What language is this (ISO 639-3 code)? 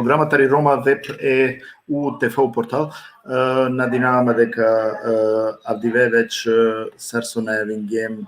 rmn